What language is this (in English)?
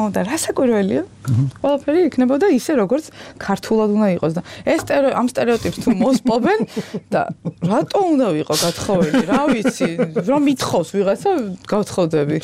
Georgian